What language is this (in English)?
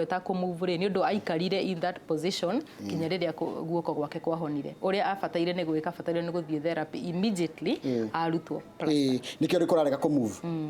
Kikuyu